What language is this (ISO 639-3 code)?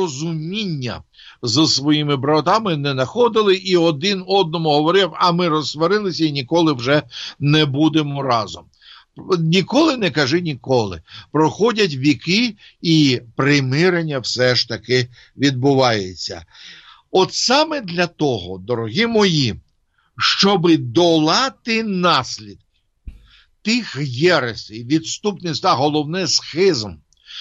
ukr